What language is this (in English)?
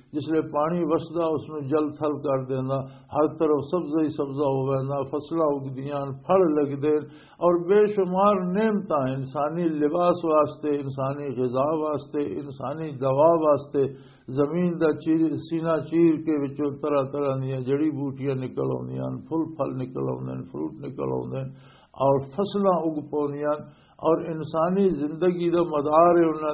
Western Panjabi